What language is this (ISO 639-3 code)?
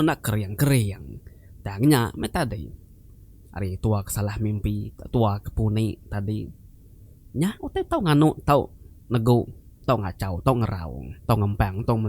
iba